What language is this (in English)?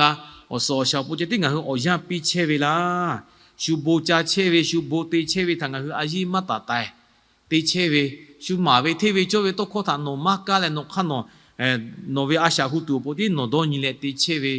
Lahu